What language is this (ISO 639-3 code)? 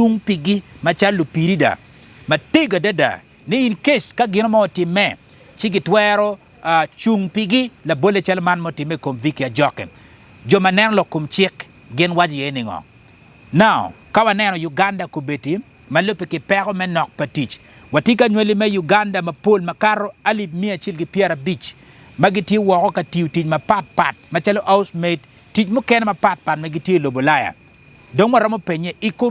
ach